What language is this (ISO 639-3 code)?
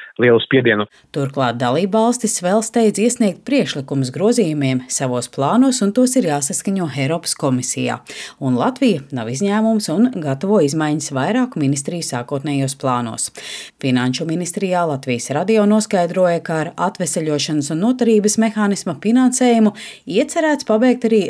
lav